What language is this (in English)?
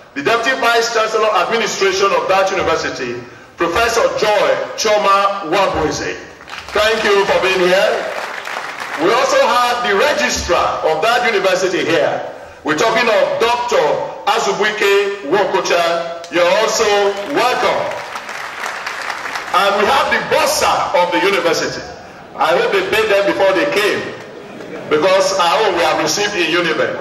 English